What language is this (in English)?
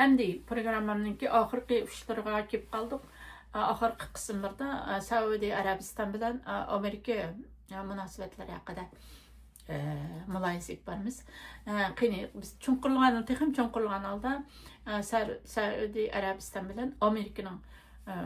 Uyghur